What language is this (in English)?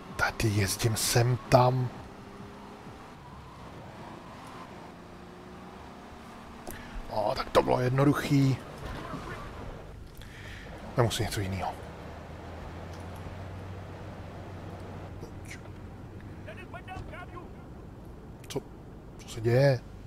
Czech